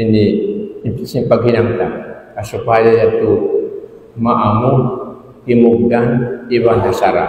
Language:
Tausug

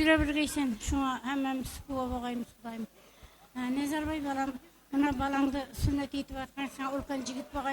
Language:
Kara-Kalpak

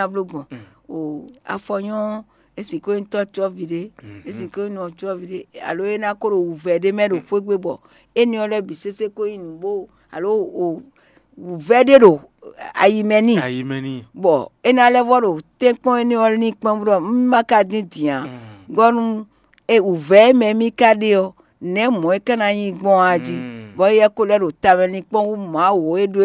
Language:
Fon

